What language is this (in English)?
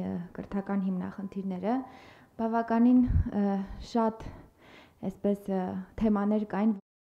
Armenian